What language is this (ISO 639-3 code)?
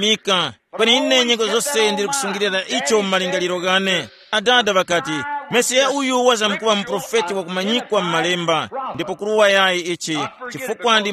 tum